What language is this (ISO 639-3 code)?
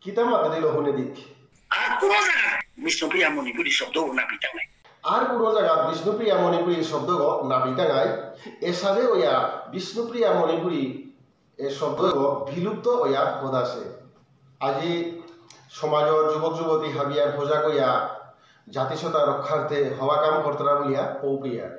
bpy